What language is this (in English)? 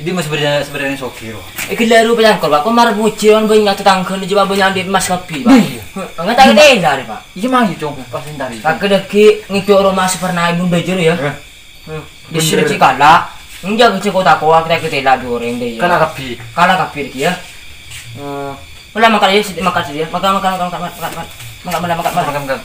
Madurese